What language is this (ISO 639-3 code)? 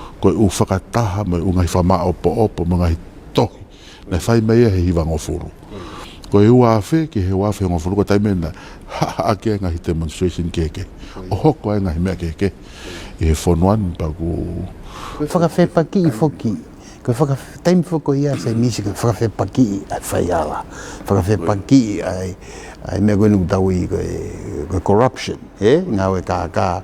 ton